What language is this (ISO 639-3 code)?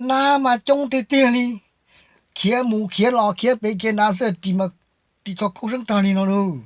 hmn